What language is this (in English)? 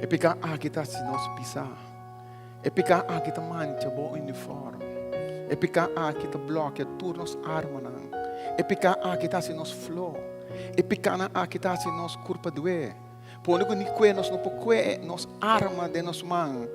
Papiamento